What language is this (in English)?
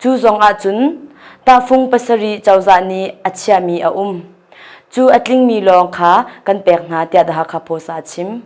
Hakha Chin